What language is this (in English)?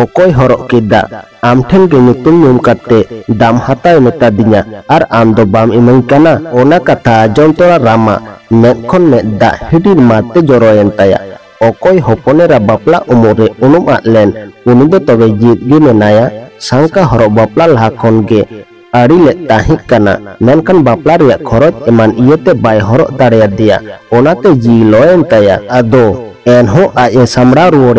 Santali